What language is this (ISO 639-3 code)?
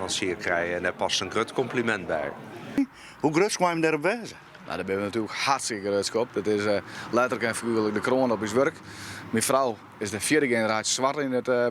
fry